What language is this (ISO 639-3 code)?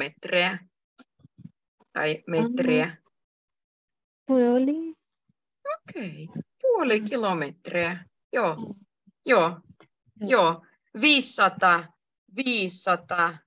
fin